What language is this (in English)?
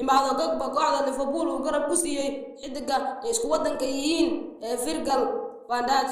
Somali